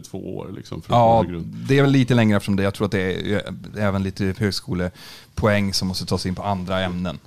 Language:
Swedish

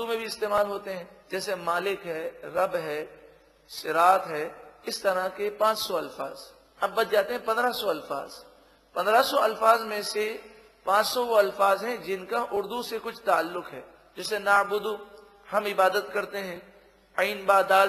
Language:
Urdu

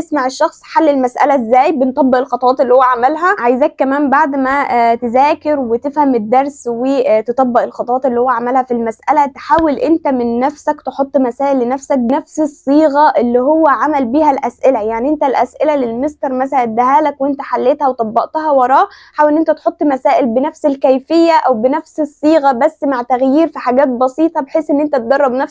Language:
Egyptian Arabic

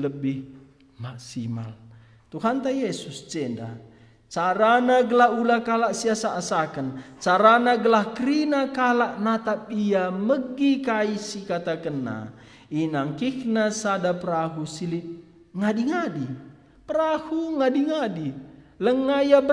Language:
Batak Karo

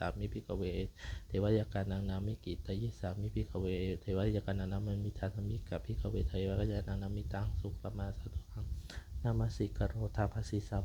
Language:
Pali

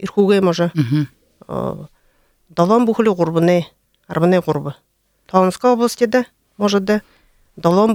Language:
Buriat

